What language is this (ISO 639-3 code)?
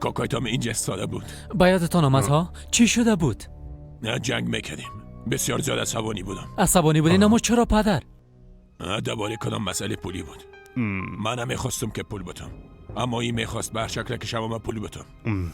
fas